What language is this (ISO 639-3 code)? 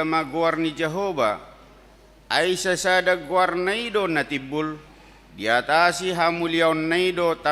bbc